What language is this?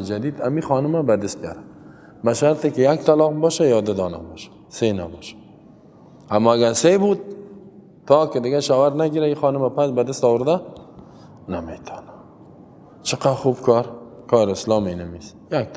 Persian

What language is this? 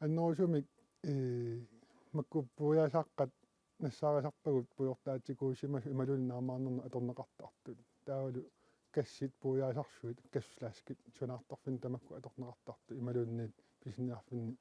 Kalaallisut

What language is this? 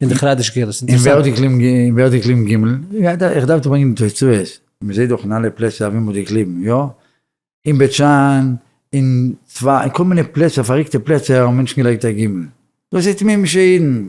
Yiddish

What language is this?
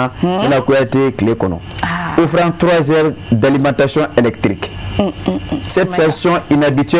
Bambara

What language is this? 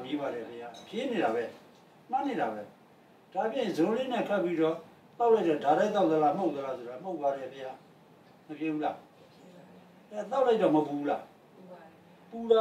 Burmese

